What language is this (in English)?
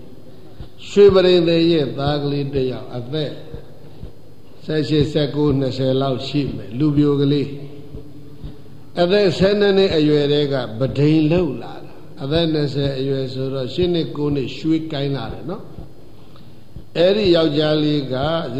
Burmese